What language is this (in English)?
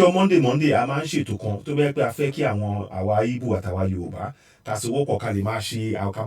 Yoruba